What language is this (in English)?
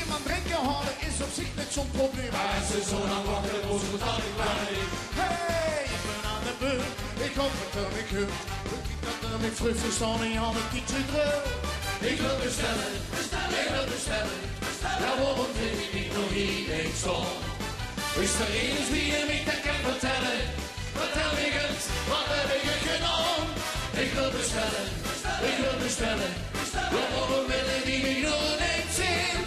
Limburgish